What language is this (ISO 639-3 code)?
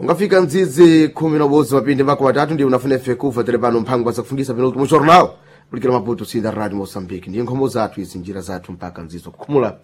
seh